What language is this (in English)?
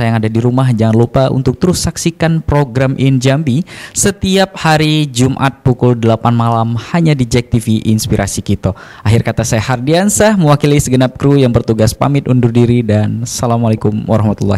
Indonesian